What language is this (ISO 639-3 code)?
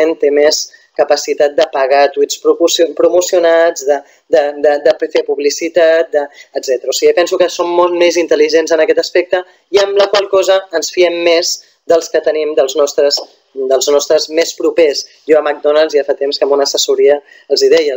cat